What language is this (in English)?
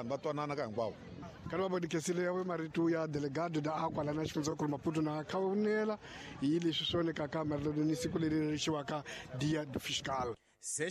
Tsonga